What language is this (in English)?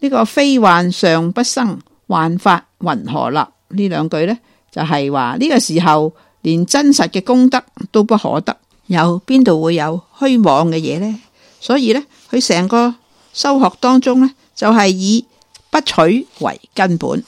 Cantonese